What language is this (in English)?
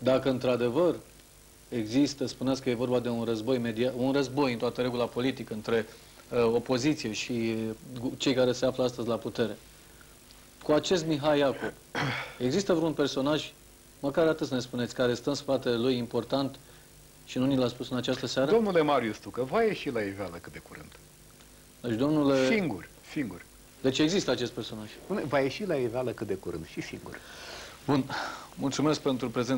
Romanian